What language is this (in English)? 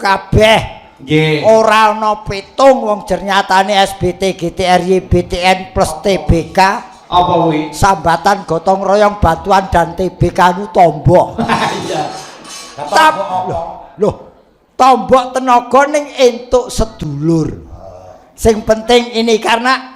Javanese